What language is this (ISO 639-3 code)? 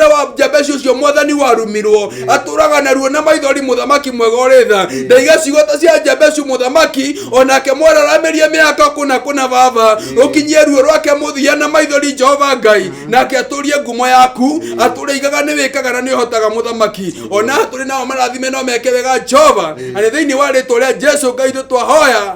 kik